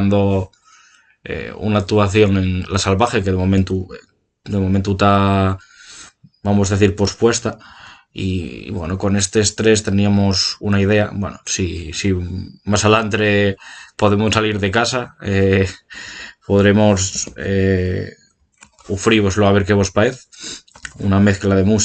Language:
Asturian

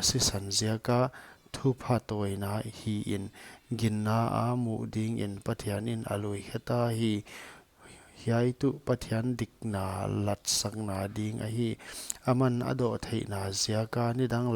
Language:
Paite Chin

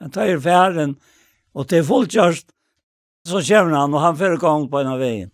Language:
Faroese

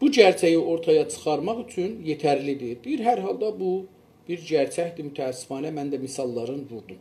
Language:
South Azerbaijani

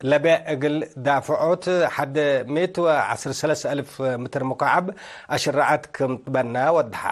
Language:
Tigre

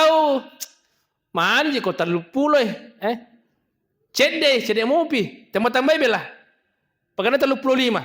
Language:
Buginese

